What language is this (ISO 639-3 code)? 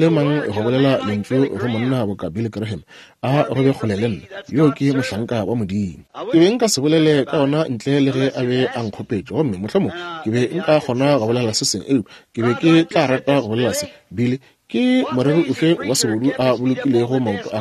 nso